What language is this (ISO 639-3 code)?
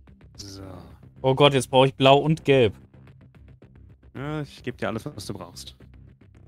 deu